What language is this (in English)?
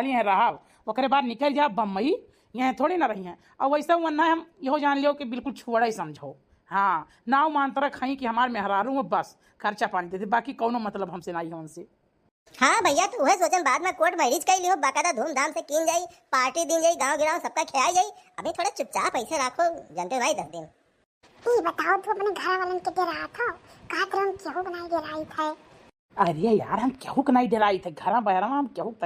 Awadhi